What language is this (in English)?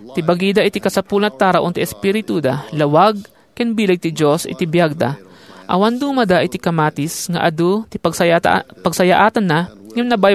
Iloko